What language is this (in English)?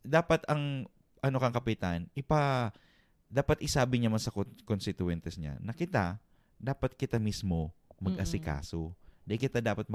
Bikol